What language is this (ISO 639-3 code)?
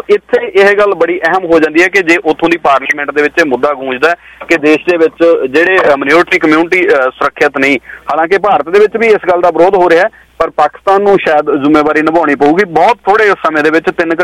pan